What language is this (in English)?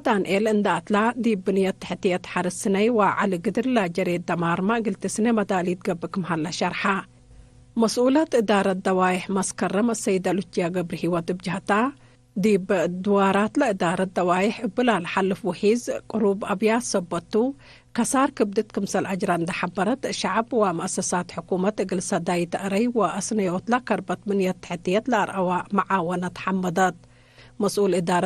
Tigre